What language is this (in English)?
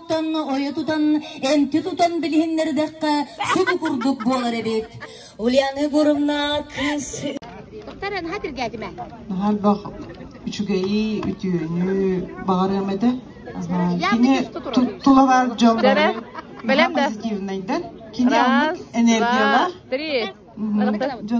Yakut